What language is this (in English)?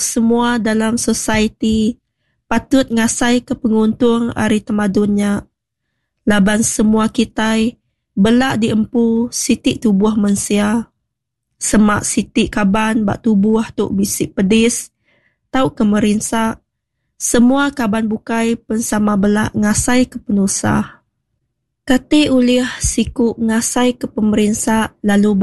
Iban